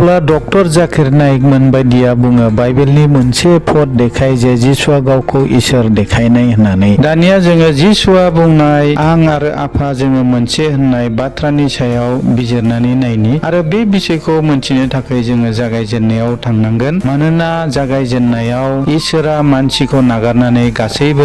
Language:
Bodo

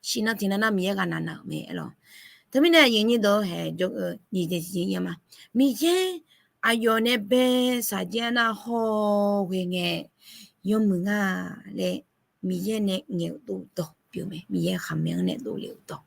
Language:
Akha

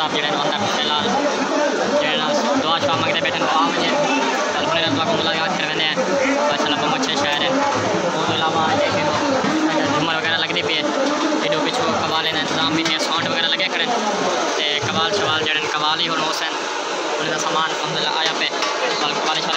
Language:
Saraiki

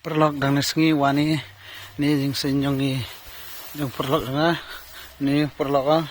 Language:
Khasi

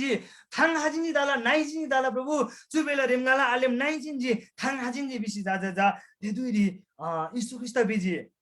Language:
Eastern Tamang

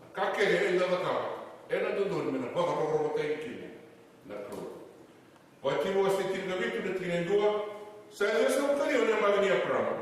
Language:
Fijian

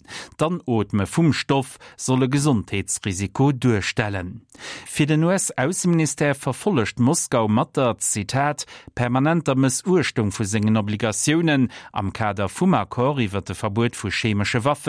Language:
Luxembourgish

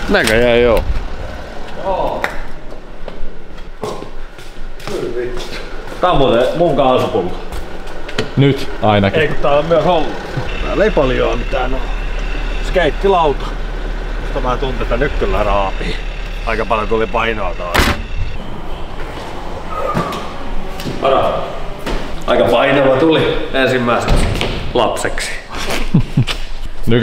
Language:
Finnish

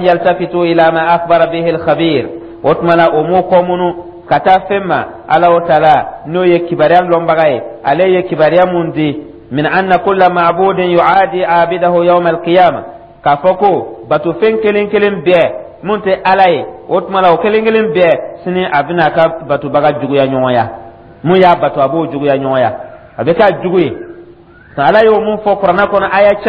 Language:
Dyula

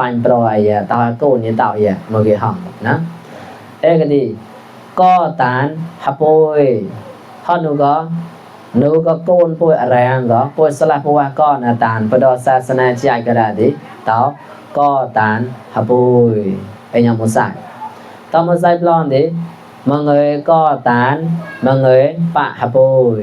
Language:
Mon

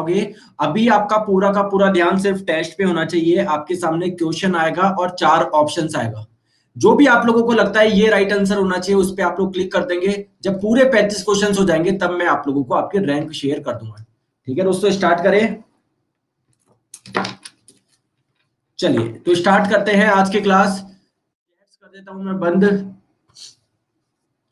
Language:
Hindi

